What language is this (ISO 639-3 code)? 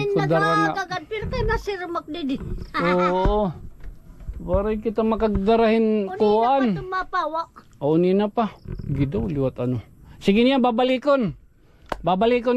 war